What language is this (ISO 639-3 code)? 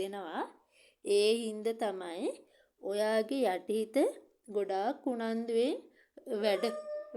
sin